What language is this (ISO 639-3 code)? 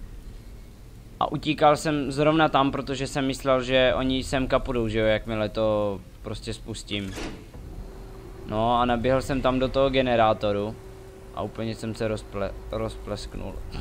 ces